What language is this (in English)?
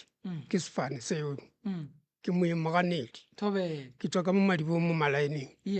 Northern Sotho